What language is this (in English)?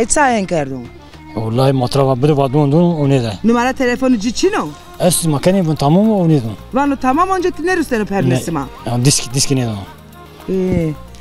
Zaza